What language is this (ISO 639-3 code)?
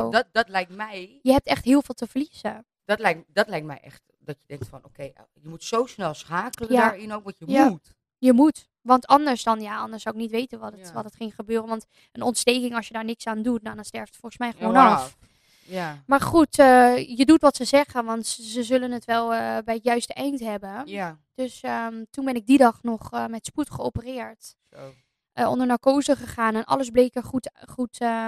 nld